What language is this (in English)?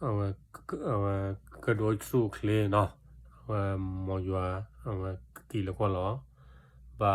S'gaw Karen